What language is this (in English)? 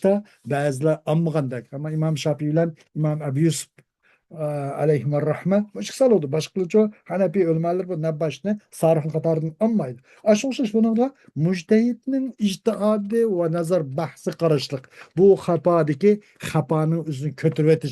Uyghur